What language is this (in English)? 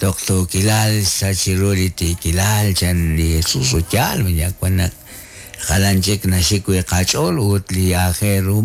Kekchí